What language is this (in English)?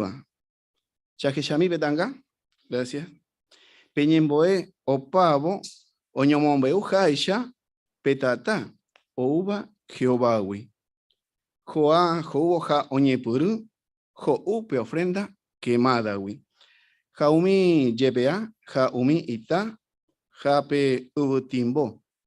Guarani